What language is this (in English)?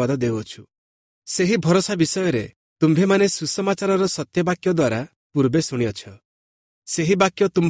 Odia